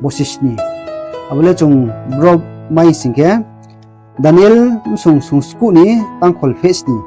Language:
Riang (India)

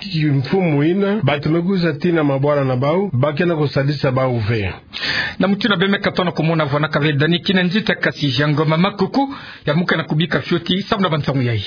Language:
Kituba (Democratic Republic of Congo)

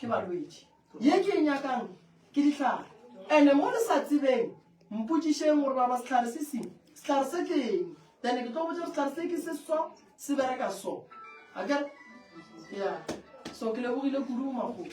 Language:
Northern Sotho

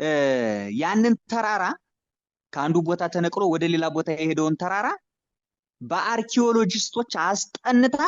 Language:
Amharic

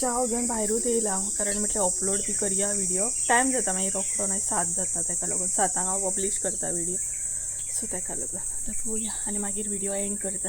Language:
Konkani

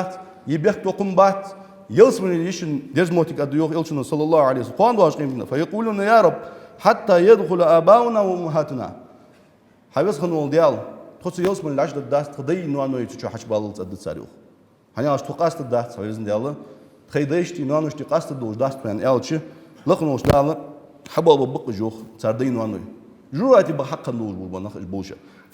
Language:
Ingush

